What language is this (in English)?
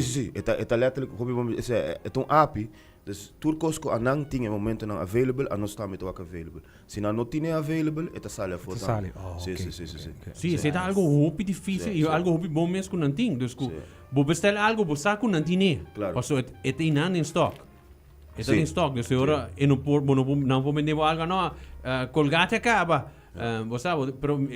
Papiamento